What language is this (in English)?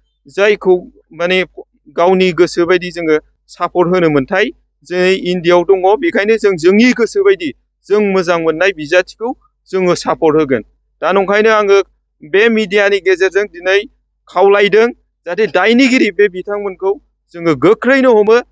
Bodo